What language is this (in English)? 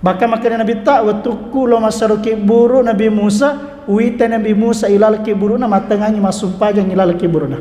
Buginese